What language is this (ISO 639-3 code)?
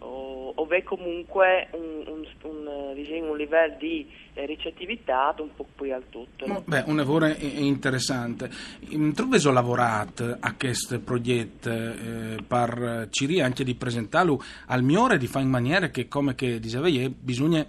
fur